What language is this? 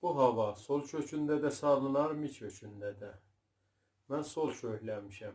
South Azerbaijani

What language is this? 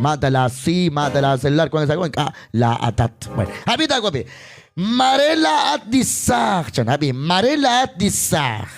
Kekchí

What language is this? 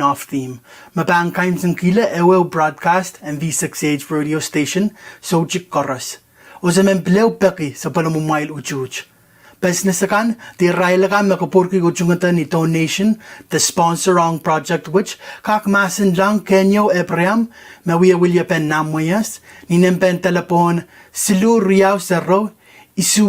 Pohnpeian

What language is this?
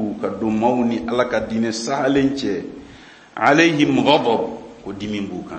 Bambara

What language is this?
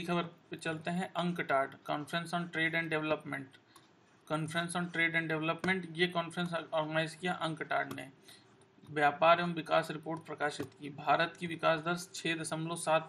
Hindi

